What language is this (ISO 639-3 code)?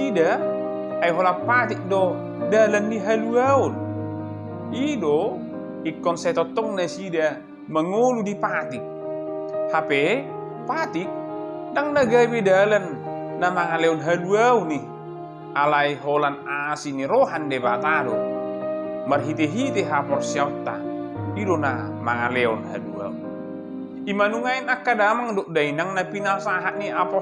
bbc